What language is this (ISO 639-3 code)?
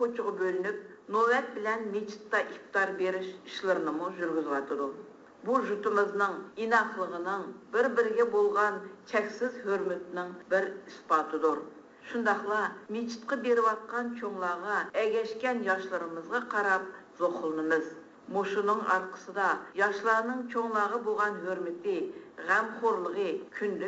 uig